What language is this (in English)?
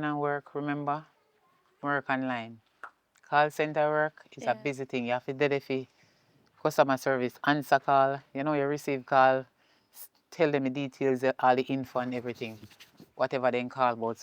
Jamaican Creole English